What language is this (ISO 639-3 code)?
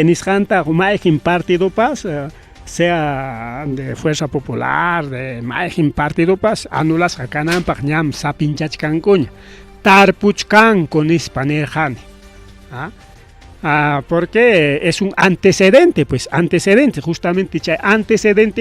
quy